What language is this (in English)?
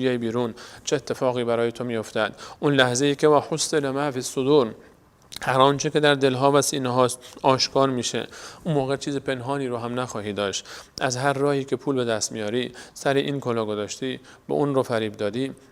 Persian